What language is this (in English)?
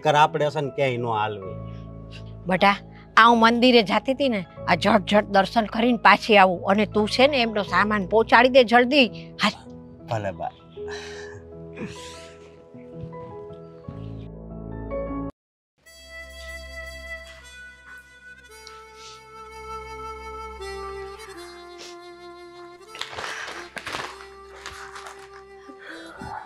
Gujarati